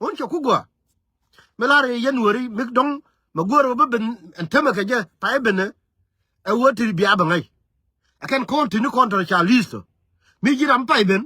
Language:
Nuer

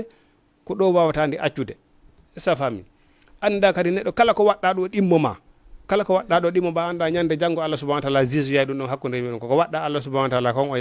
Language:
Fula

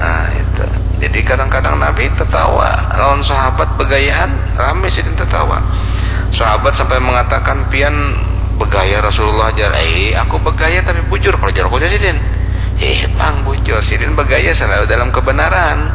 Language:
Banjar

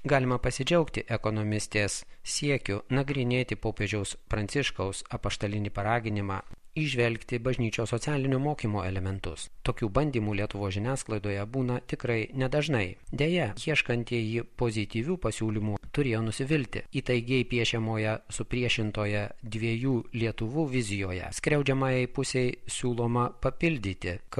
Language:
Lithuanian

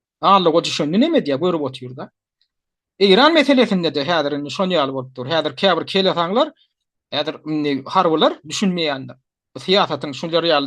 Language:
Turkmen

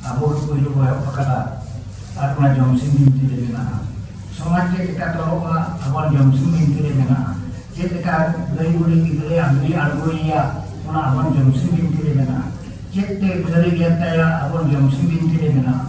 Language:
Santali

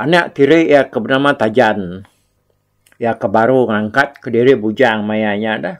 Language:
Iban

